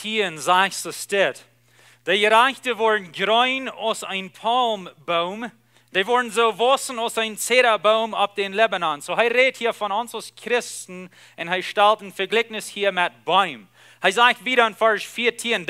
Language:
Plautdietsch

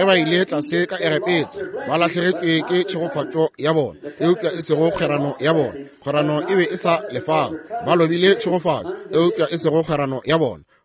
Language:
Northern Sotho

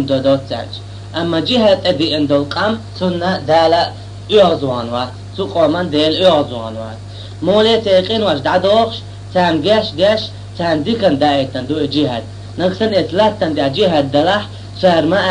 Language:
Chechen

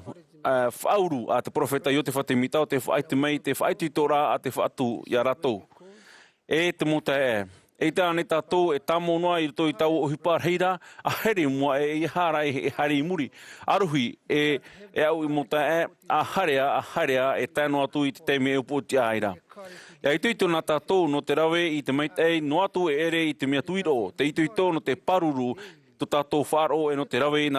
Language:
Tahitian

